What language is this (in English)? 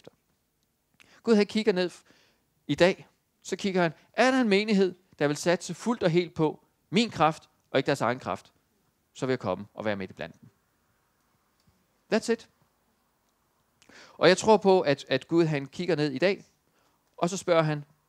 Danish